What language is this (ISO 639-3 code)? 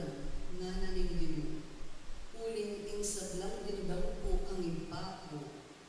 pam